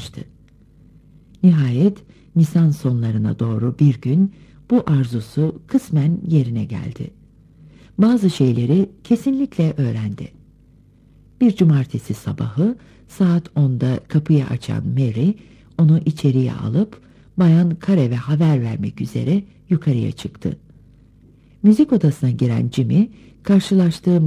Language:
Turkish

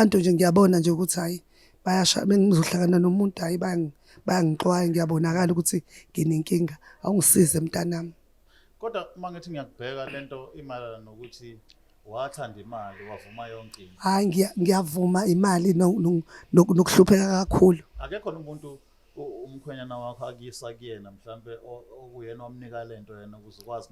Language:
Zulu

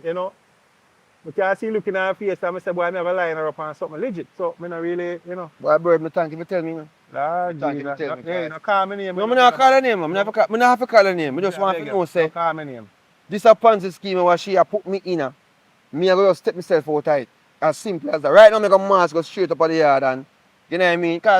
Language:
Jamaican Creole English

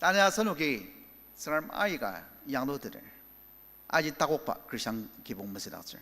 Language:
Ao Naga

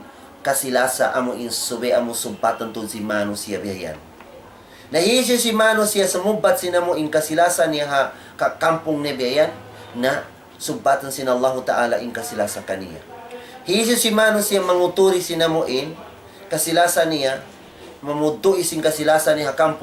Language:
Tausug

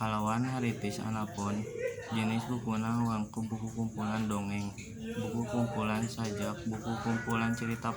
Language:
Sundanese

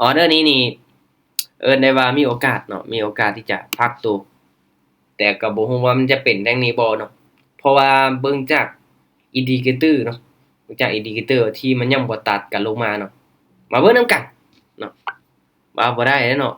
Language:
Lao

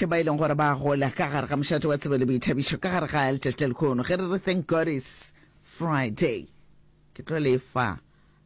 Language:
Northern Sotho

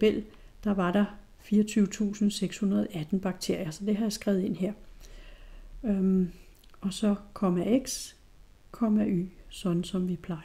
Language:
Danish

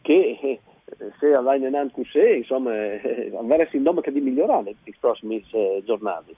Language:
Friulian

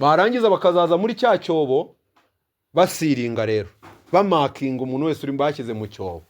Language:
Kinyarwanda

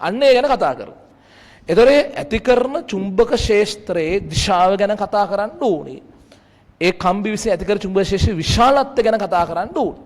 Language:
Sinhala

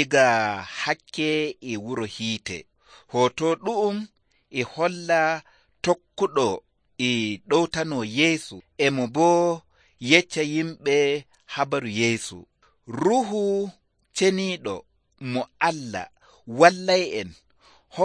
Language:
Nigerian Fulfulde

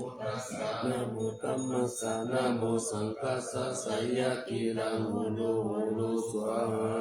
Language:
Pali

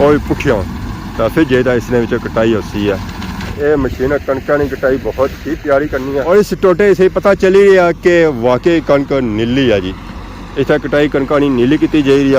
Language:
Pahari-Potwari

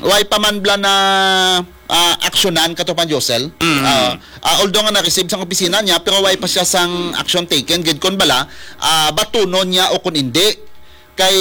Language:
Hiligaynon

